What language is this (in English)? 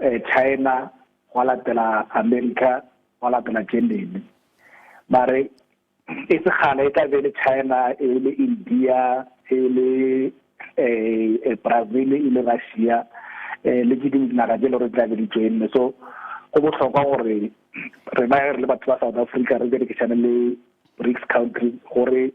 Tswana